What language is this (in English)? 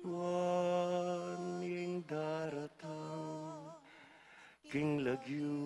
Pampanga